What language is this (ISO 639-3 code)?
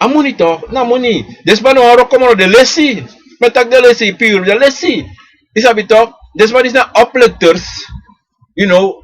srn